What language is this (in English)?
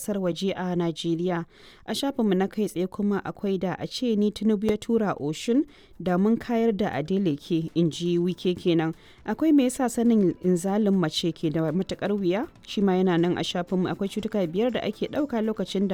Hausa